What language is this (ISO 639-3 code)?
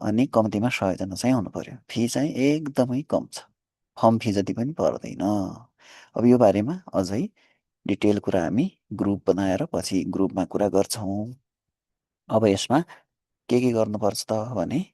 nep